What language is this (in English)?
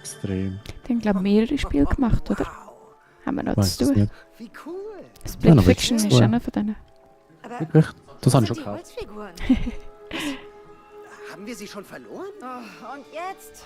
Swiss German